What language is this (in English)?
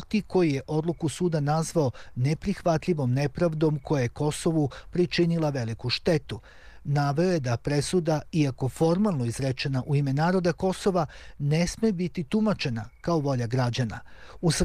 Serbian